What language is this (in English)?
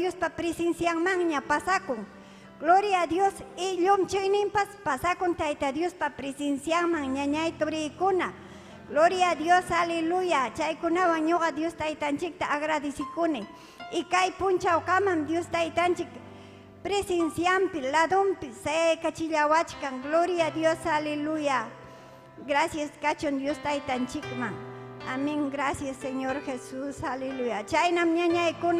Ayacucho Quechua